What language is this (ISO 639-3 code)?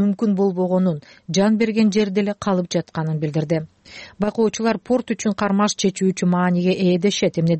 kir